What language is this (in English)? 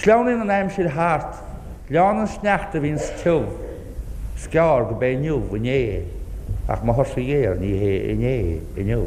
Irish